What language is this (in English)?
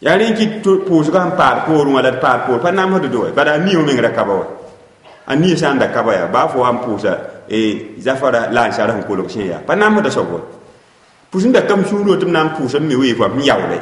Mossi